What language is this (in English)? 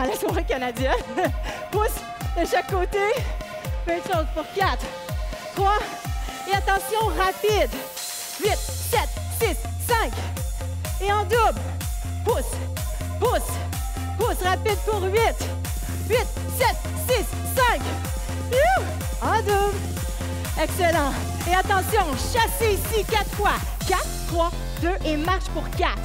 French